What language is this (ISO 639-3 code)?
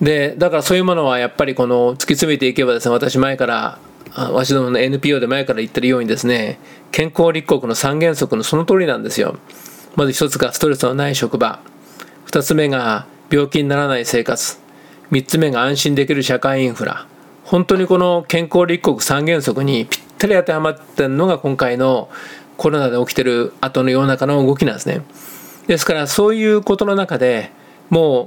jpn